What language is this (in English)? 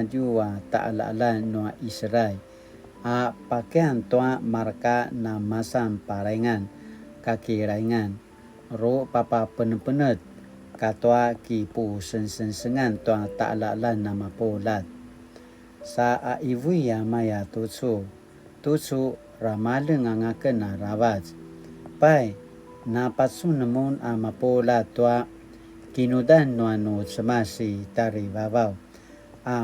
Paiwan